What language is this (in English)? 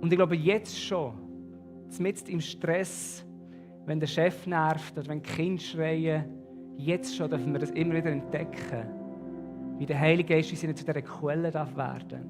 Swiss German